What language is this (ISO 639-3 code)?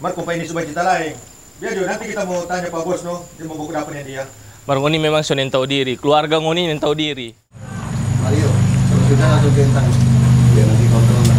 xmm